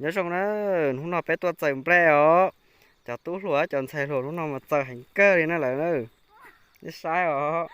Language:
Hmong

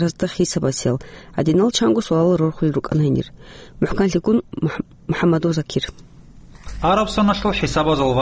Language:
Avaric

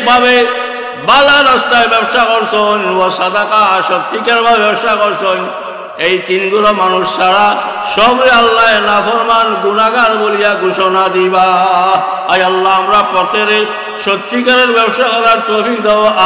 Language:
Sylheti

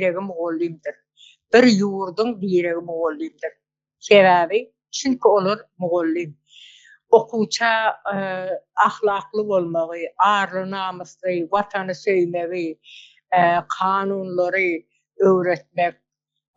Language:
Turkmen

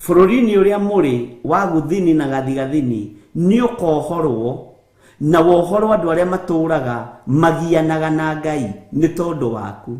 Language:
Kikuyu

